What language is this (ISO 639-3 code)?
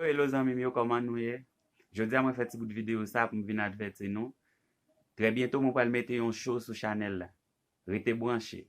hat